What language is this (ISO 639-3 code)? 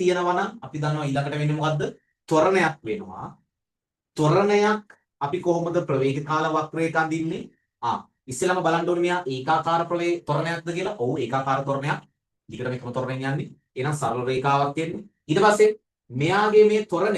sin